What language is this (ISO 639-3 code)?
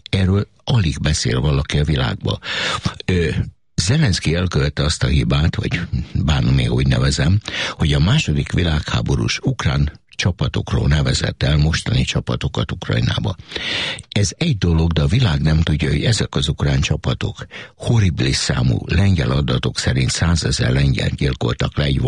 hun